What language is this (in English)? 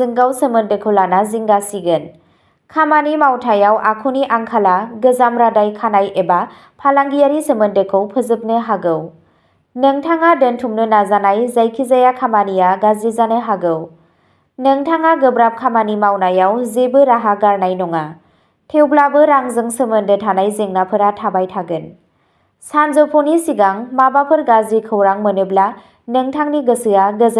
Bodo